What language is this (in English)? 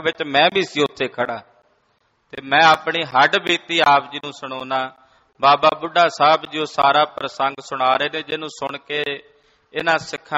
Punjabi